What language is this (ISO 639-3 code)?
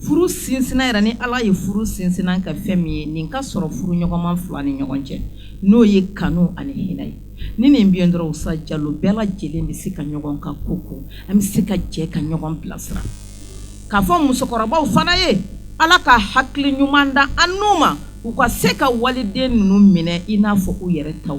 bam